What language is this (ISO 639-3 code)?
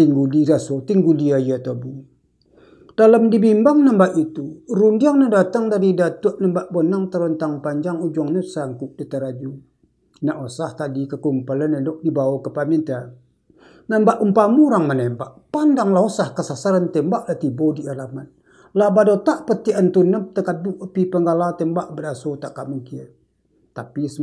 min